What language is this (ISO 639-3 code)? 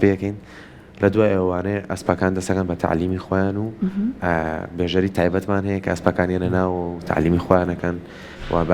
ckb